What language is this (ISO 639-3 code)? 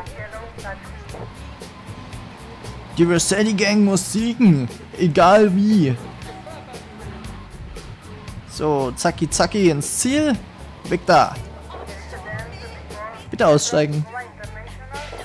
deu